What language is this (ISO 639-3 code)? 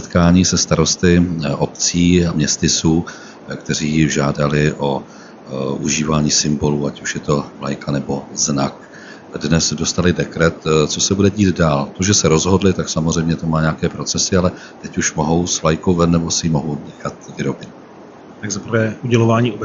ces